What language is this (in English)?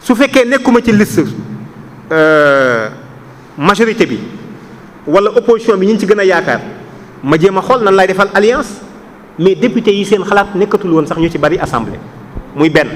Wolof